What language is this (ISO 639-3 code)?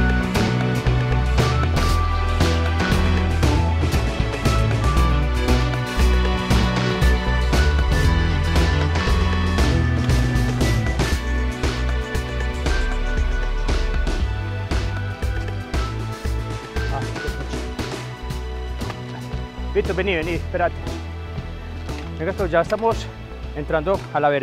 spa